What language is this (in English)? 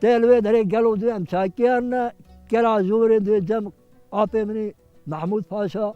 Kurdish